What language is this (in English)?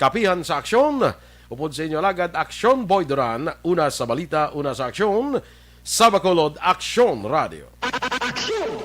Hiligaynon